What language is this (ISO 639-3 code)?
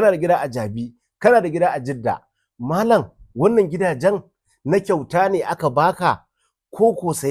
hau